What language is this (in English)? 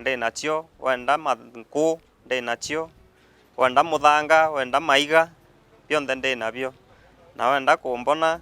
Meru